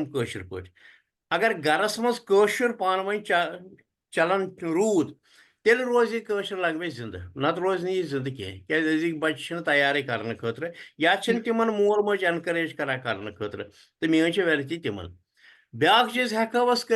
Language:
Kashmiri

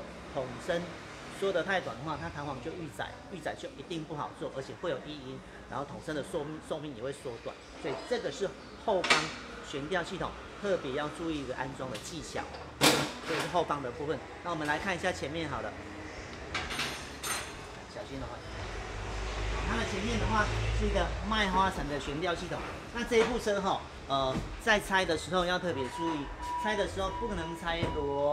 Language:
Chinese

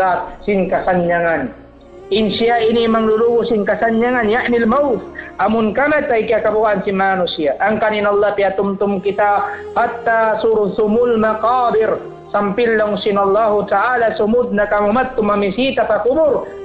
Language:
Tausug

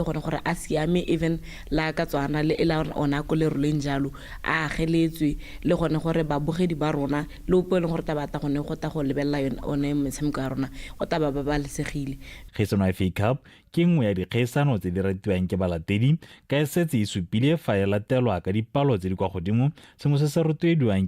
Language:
Tswana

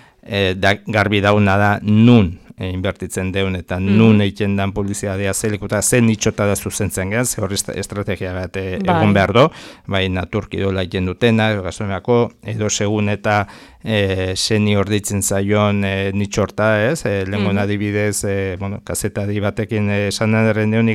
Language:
Basque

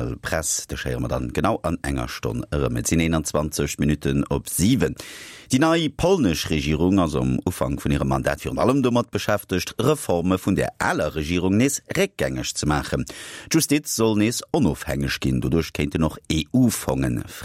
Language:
Luxembourgish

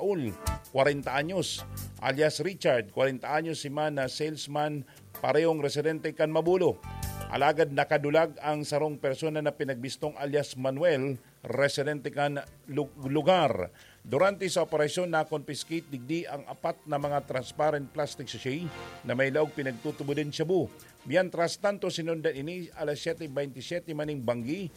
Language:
Bikol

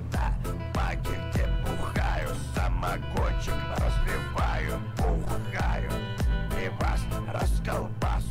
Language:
Russian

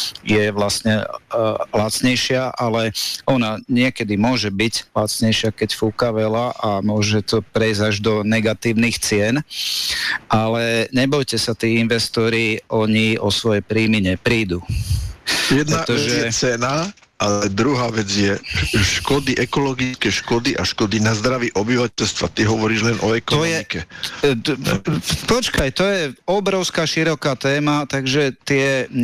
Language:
Slovak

